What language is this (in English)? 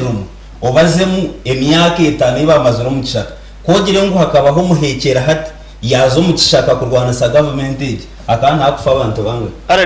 Nyankole